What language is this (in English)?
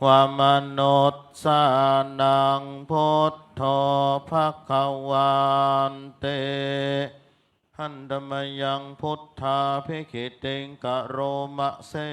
Pali